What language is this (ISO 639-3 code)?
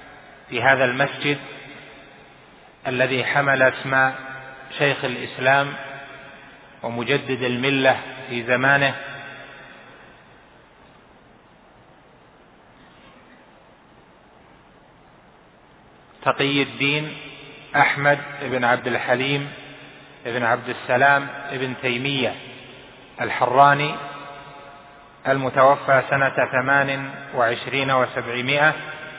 ara